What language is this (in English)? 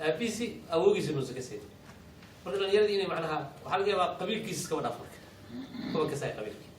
Somali